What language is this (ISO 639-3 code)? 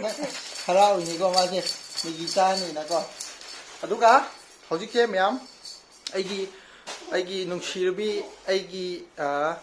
mni